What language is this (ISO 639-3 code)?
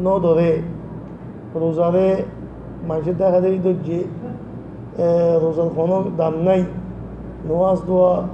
rhg